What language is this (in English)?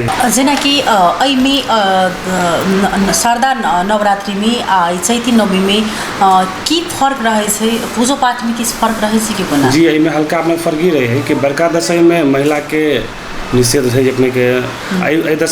Maithili